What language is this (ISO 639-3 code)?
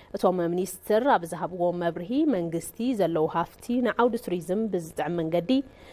tir